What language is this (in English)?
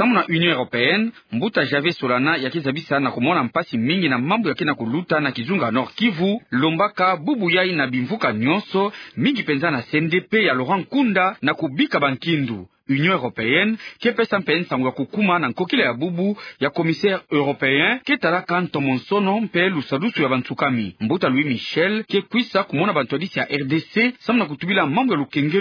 Kituba (Democratic Republic of Congo)